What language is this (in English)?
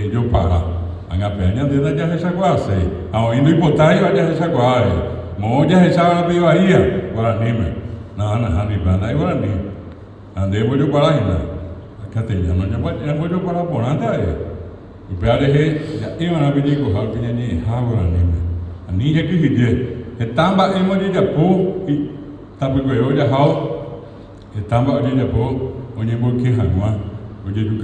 Guarani